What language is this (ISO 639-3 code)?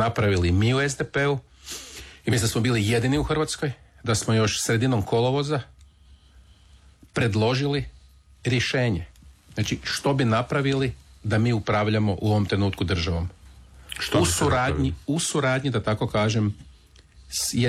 hrv